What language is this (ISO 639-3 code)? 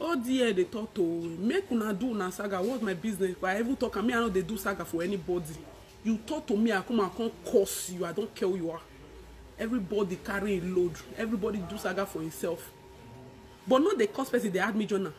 pcm